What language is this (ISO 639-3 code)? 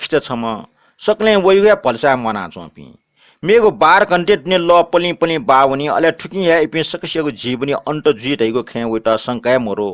new